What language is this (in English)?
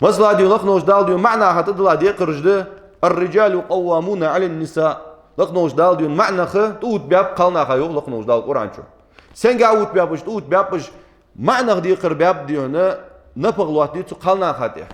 Ingush